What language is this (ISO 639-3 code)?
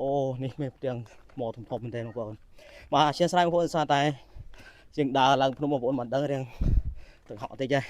khm